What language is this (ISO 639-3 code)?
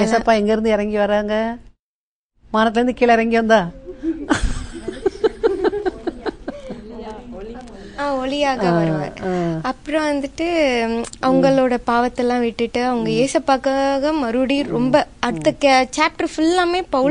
tam